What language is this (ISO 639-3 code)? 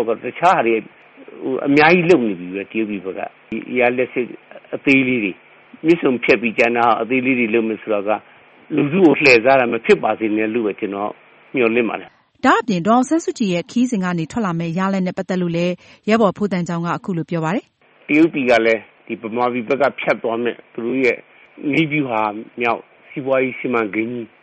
mya